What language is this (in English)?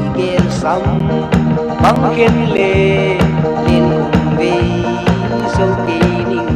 Paite Chin